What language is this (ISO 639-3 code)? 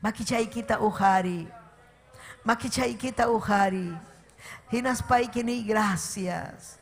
quy